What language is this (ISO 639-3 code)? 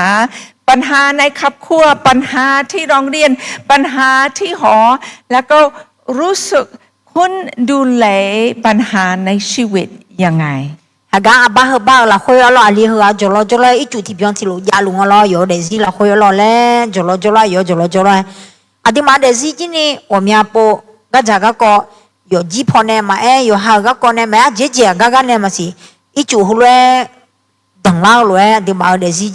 ahk